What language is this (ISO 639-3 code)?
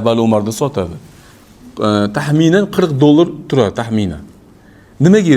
uzb